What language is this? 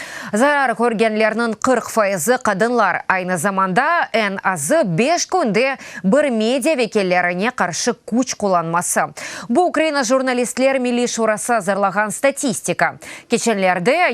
Crimean Tatar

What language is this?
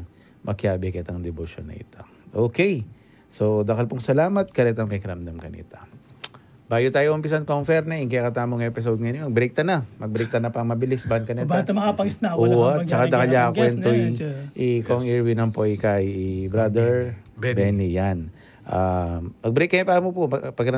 Pampanga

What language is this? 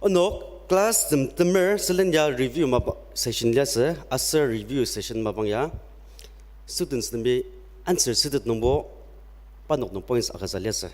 Ao Naga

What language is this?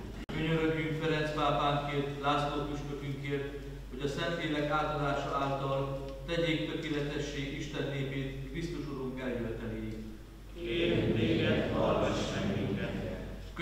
Hungarian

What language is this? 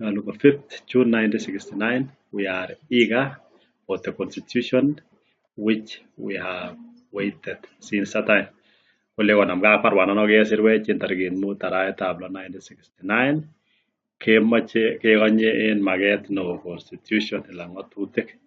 Kalenjin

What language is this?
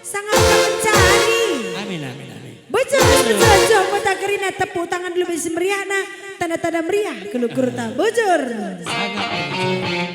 Batak Karo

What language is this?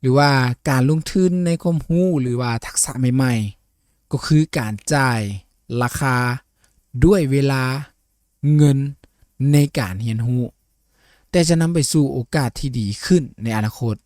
Lao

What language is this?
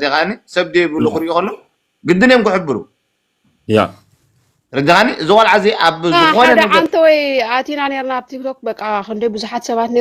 Tigrinya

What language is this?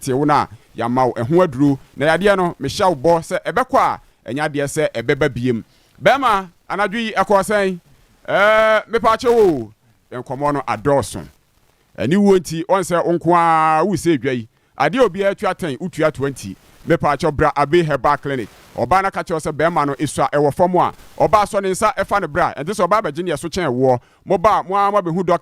Akan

